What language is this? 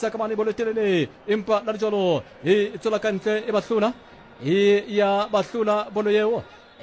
Southern Sotho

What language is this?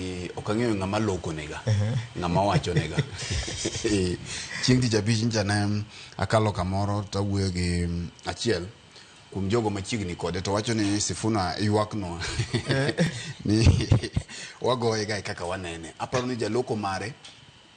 Luo (Kenya and Tanzania)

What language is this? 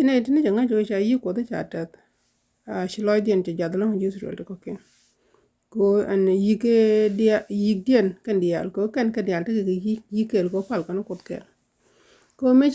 Nuer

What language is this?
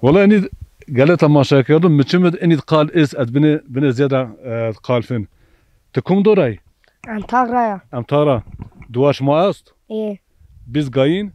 Zaza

